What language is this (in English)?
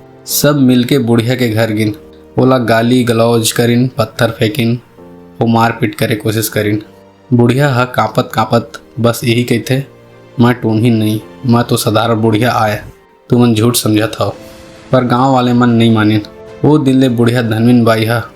Chhattisgarhi